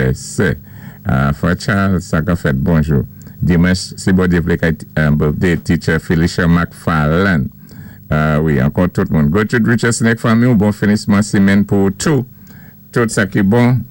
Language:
Saint Lucian Creole French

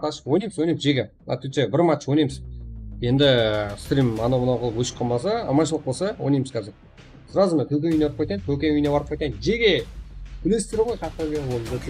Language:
Kara-Kalpak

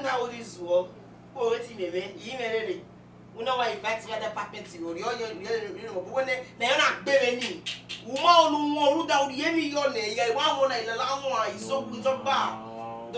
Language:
Bini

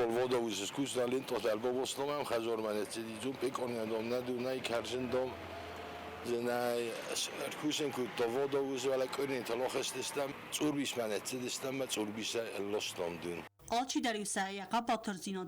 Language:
Ossetic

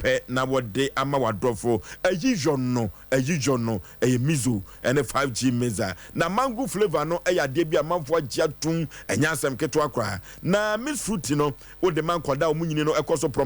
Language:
Akan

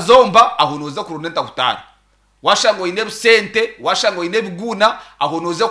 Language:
Nyankole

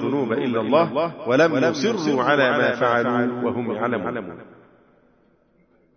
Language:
Arabic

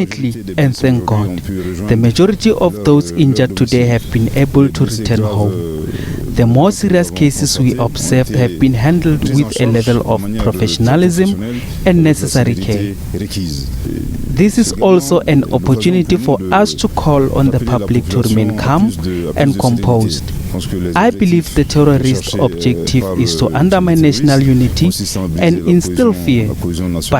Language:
Southern Sotho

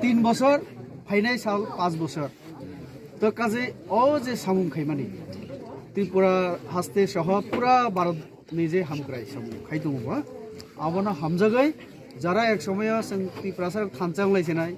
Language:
Kok Borok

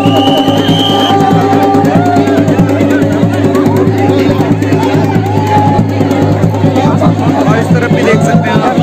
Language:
Hindi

